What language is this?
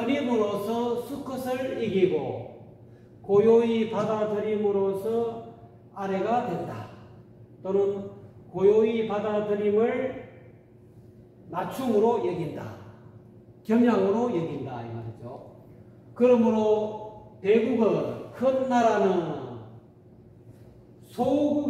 Korean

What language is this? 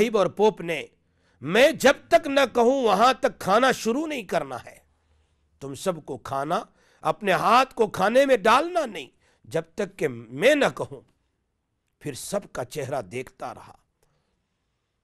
Urdu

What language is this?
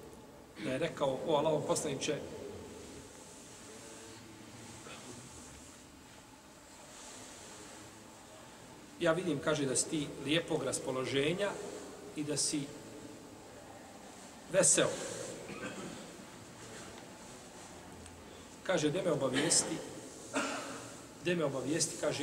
Bosnian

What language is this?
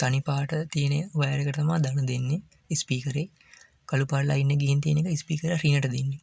Sinhala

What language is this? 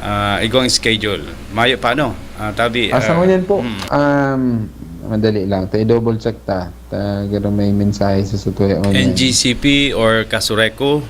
Bikol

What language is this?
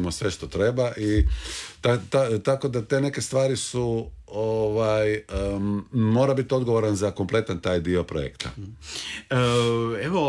Croatian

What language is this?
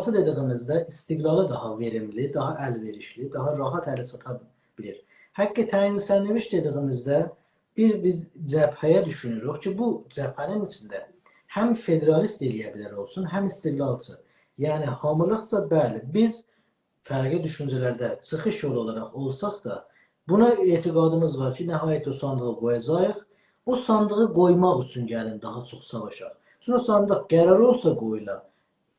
South Azerbaijani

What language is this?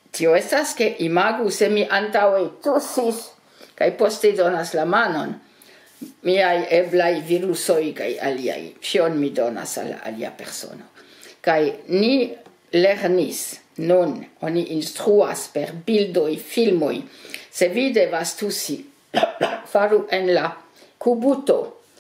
Esperanto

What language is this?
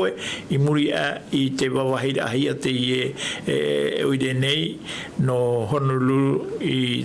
Tahitian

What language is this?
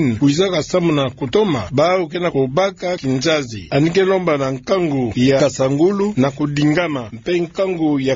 Kituba (Democratic Republic of Congo)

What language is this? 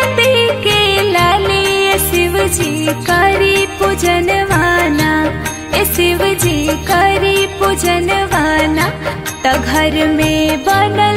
Bhojpuri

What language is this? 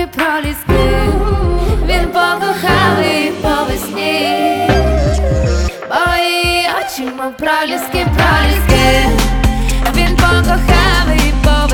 Ukrainian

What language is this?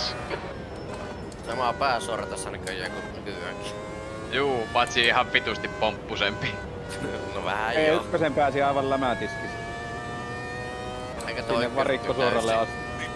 Finnish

